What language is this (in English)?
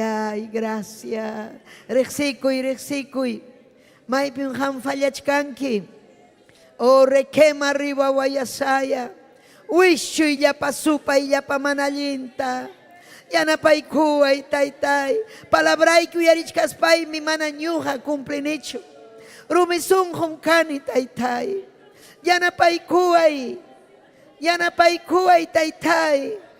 Ayacucho Quechua